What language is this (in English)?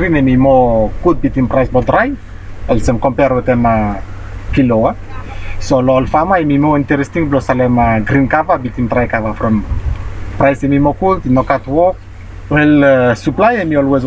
Bislama